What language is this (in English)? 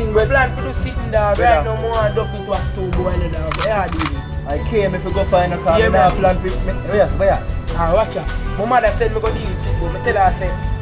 Jamaican Creole English